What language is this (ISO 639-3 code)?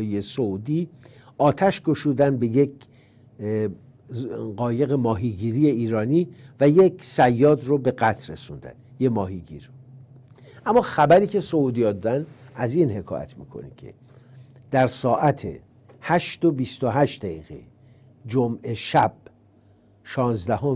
fas